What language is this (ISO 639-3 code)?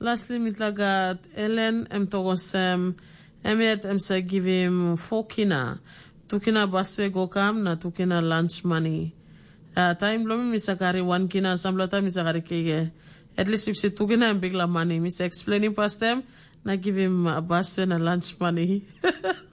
tpi